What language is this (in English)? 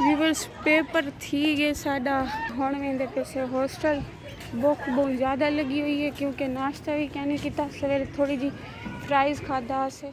Saraiki